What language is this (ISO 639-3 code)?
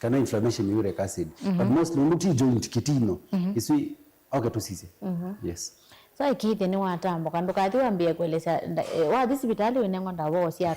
kam